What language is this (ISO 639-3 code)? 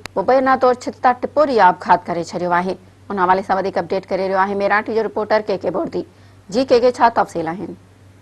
snd